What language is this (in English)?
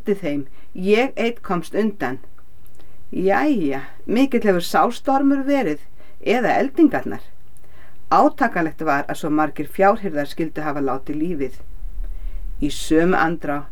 Icelandic